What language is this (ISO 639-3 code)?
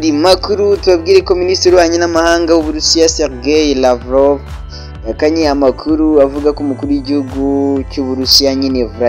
kin